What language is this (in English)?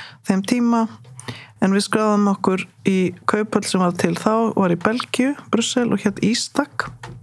Icelandic